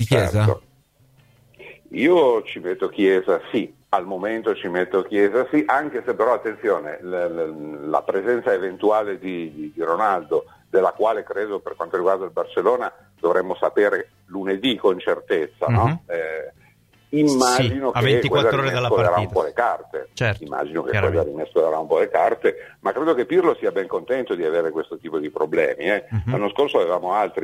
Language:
Italian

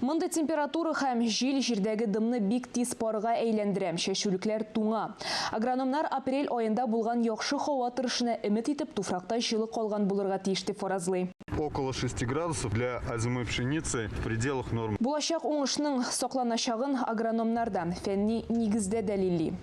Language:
Tatar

